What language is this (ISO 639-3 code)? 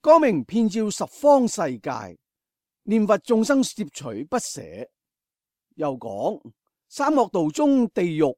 yue